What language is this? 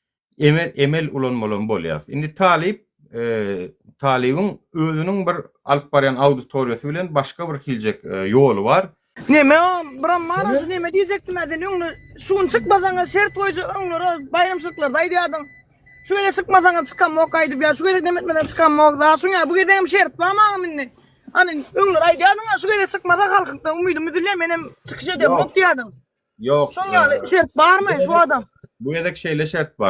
Turkmen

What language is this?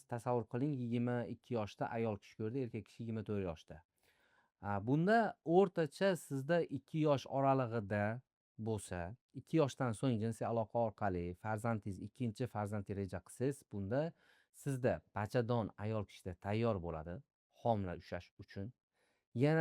Uzbek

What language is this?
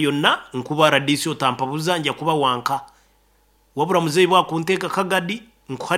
Nyoro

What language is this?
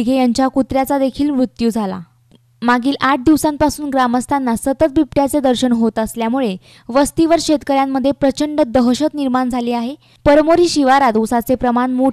Marathi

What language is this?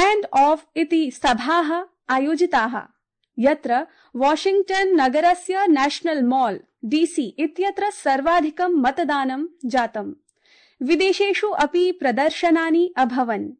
Sanskrit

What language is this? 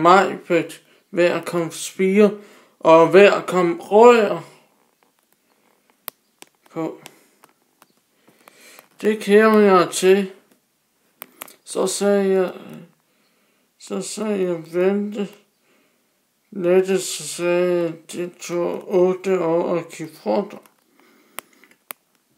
Danish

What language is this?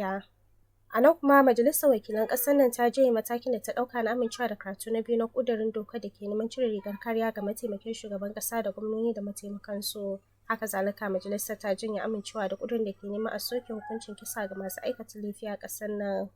Hausa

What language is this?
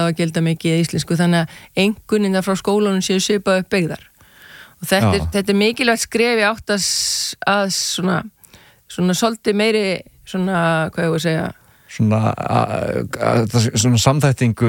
Icelandic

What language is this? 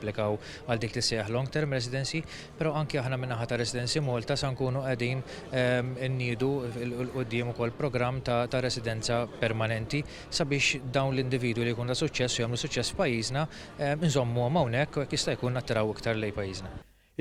Maltese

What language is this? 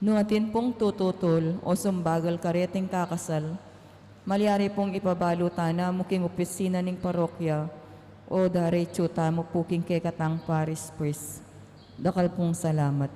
Pampanga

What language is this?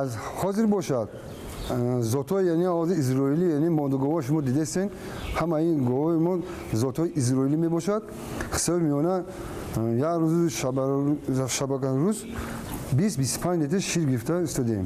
Tajik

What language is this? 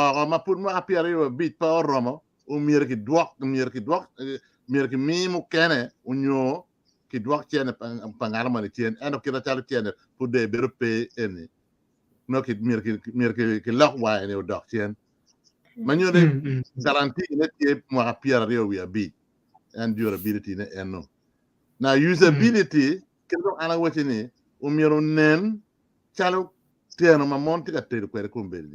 Acoli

